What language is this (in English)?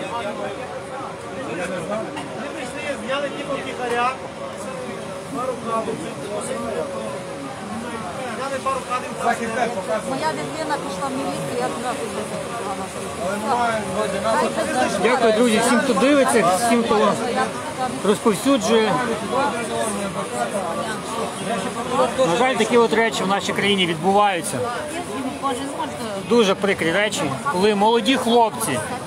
Ukrainian